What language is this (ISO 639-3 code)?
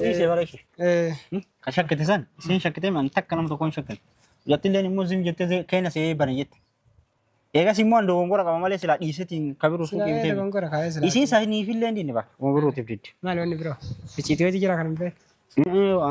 orm